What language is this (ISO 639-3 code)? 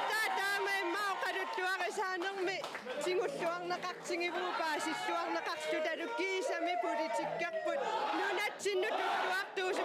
kal